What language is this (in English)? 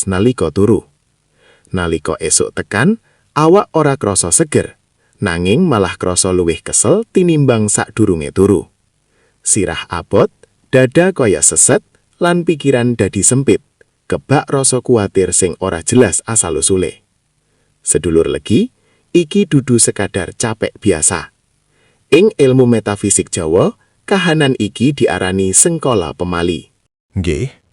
Javanese